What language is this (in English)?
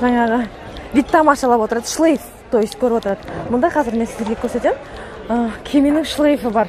Kazakh